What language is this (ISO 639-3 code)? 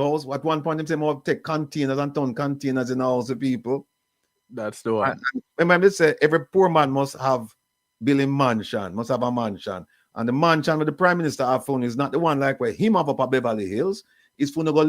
jam